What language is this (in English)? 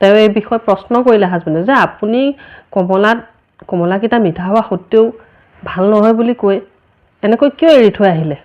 Assamese